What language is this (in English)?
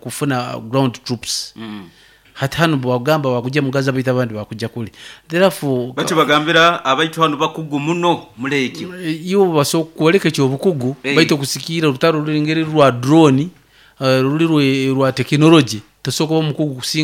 Nyoro